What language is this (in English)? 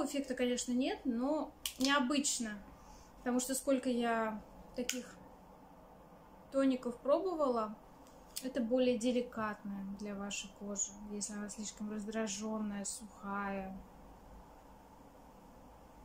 Russian